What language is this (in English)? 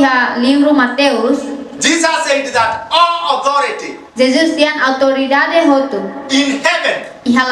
Tetum